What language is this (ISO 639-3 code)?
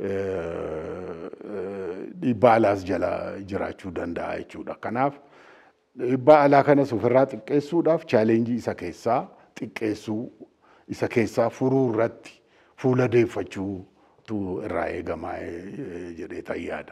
orm